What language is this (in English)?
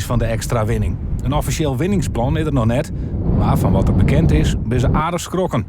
Western Frisian